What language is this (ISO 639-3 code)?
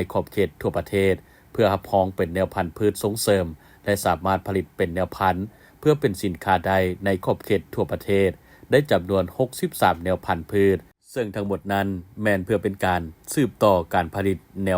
lao